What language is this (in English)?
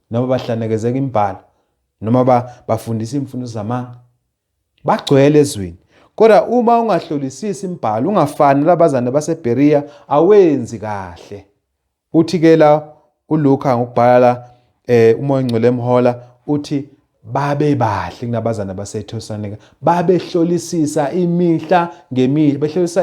Zulu